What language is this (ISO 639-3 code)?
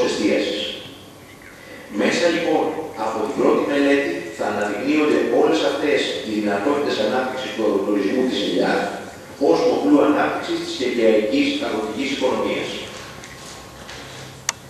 ell